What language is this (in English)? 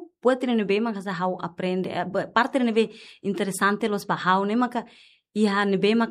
Tetum